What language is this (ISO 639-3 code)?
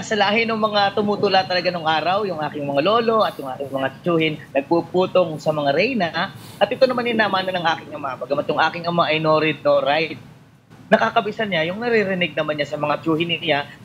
fil